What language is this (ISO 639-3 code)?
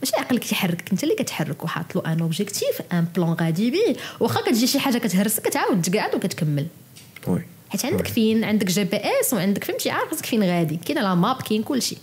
ary